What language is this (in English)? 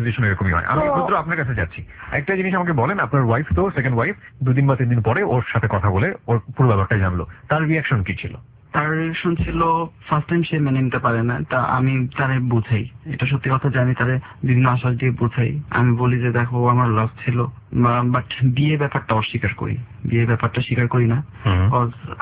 Bangla